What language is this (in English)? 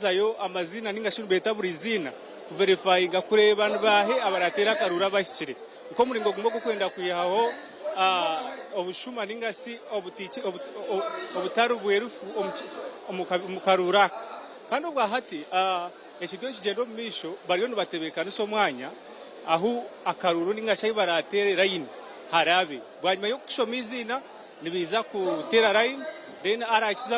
Nyankole